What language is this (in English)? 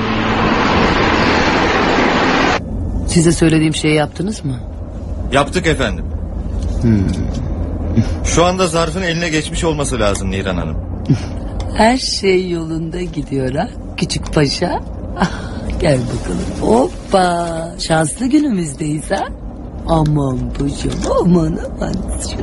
Turkish